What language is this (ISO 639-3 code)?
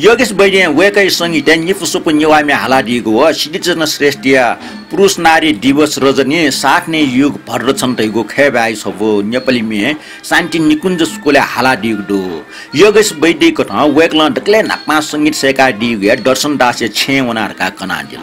new